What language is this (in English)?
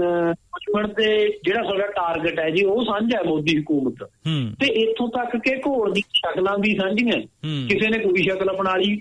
Punjabi